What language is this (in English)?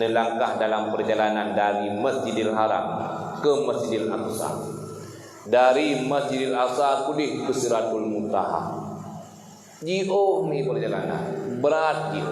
Achinese